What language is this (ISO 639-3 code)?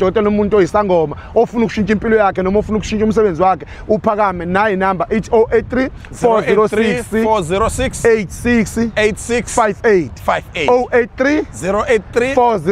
zul